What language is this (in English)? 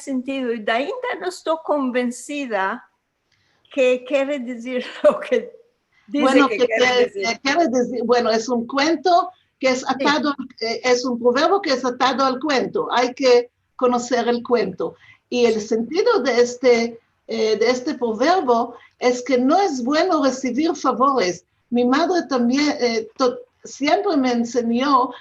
Ladino